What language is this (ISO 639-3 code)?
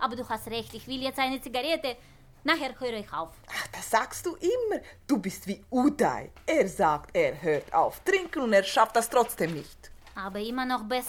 deu